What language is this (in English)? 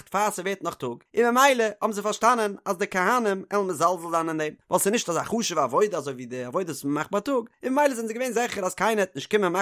Yiddish